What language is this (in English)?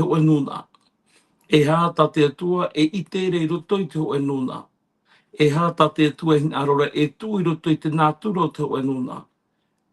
Tahitian